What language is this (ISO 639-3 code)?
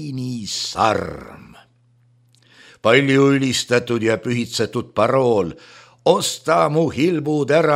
est